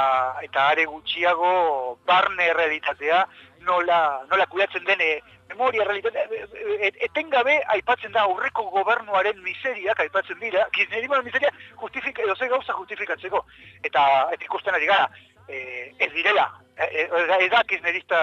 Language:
Basque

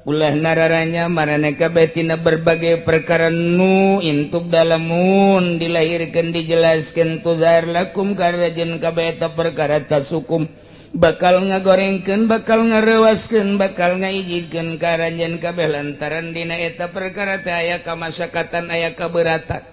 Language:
Sundanese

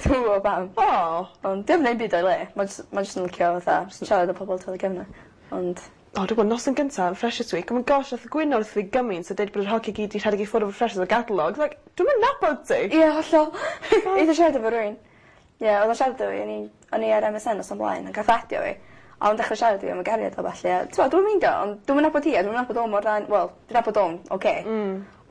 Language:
Welsh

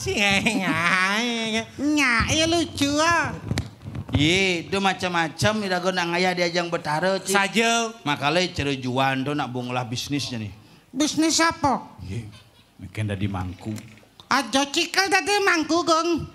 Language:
Balinese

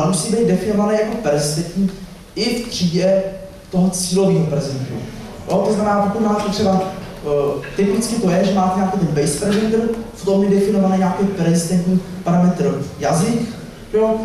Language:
Czech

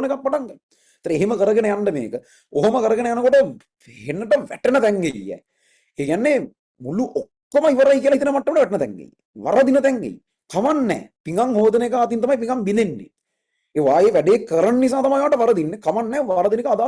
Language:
Sinhala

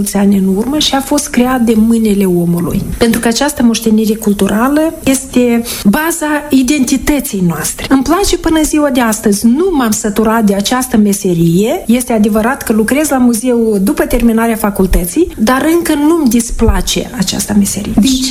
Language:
Romanian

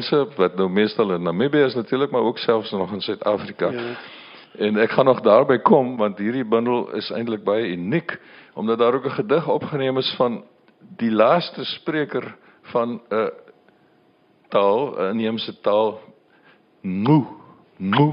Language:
Afrikaans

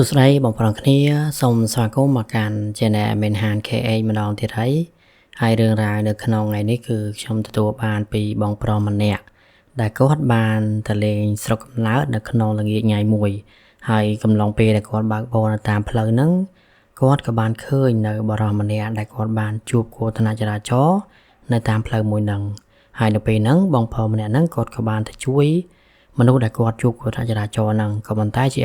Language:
Khmer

